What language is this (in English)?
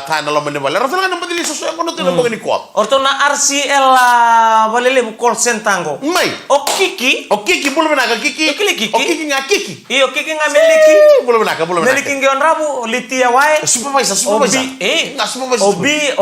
Fijian